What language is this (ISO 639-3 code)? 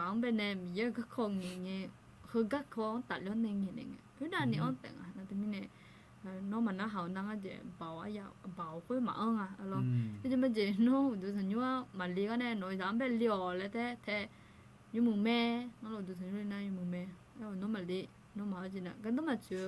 ahk